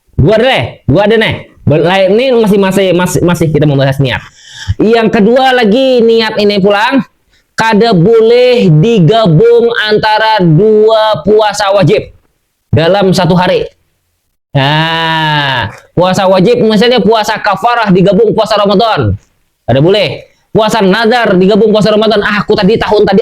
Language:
Banjar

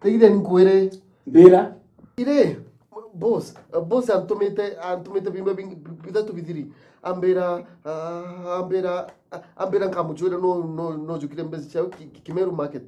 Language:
Meru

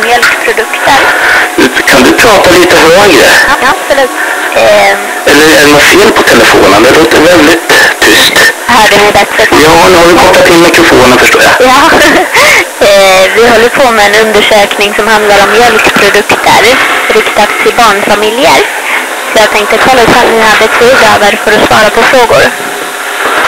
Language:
Swedish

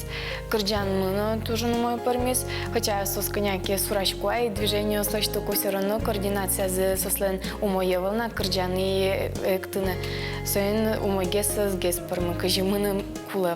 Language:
Udmurt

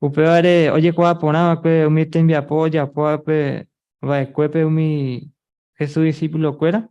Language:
Guarani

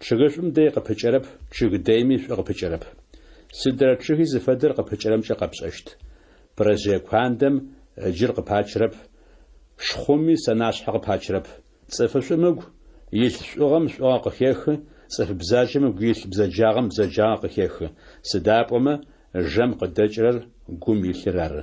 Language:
Adyghe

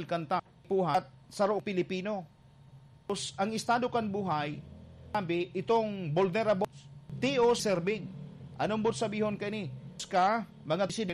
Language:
Bikol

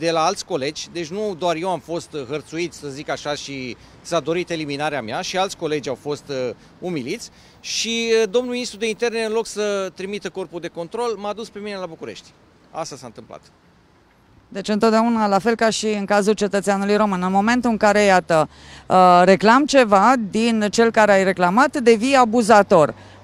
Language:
Romanian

